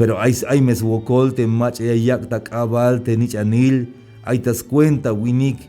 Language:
Tzeltal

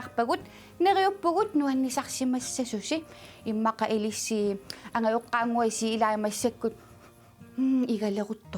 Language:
Kalaallisut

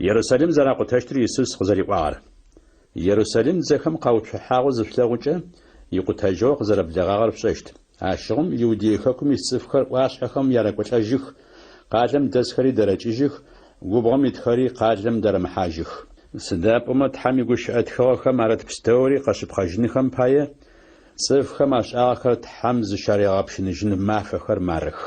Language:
Adyghe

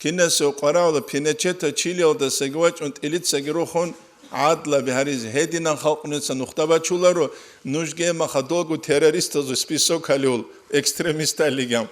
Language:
Avaric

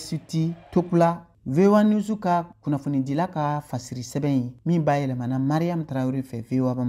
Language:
Bambara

